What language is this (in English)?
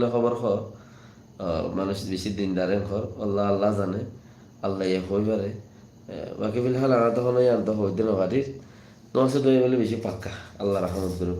Rohingya